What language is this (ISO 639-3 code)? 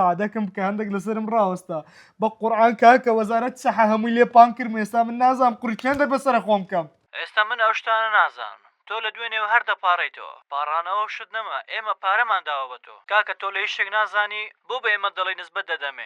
ckb